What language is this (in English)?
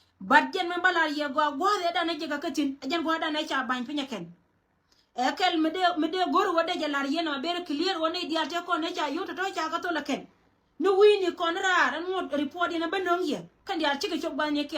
Nuer